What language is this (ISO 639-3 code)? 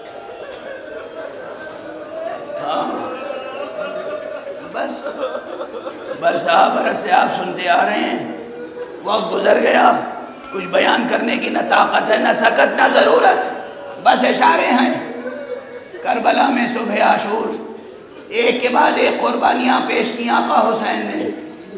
urd